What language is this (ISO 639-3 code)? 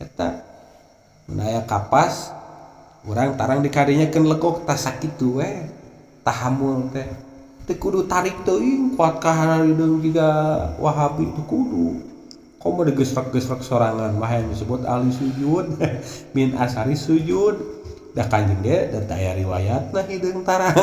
sun